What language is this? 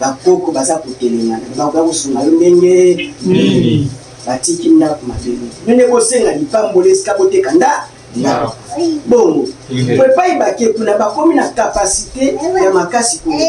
Lingala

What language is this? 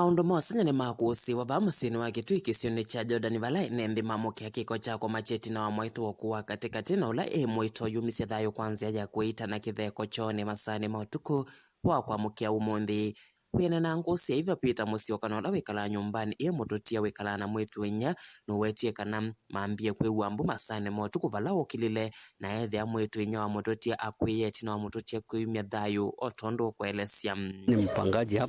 Kamba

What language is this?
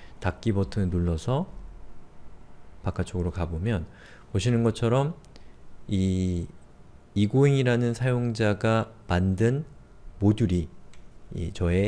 Korean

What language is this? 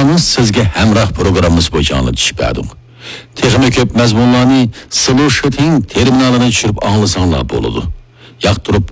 Uyghur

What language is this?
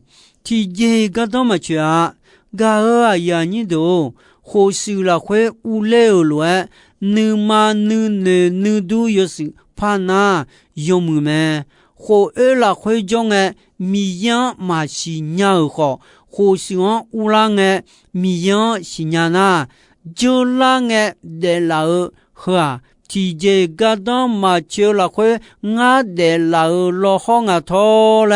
Akha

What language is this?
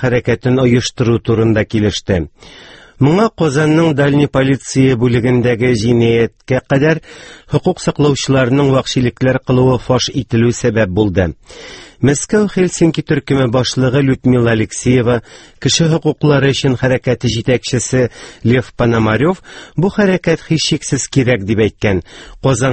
Tatar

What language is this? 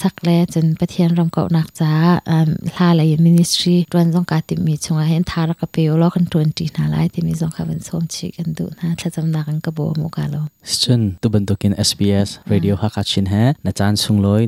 Hakha Chin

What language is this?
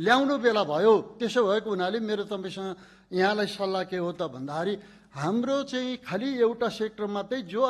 Nepali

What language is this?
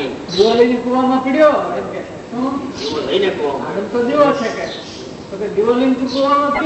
Gujarati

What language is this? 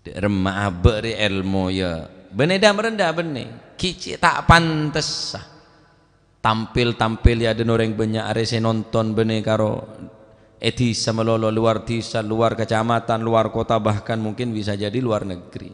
Madurese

